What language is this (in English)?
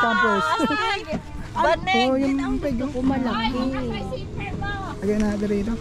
Filipino